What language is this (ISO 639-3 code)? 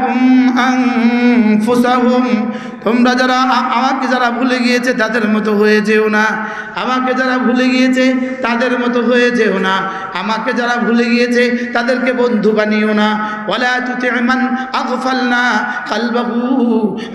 ben